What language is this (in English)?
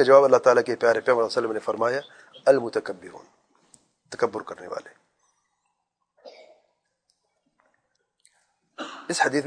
Urdu